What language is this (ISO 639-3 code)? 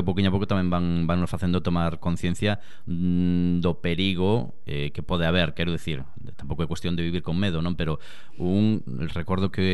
glg